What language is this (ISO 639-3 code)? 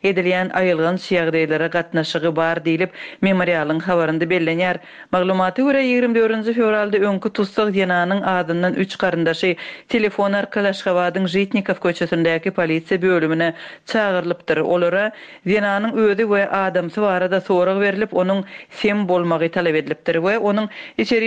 tuk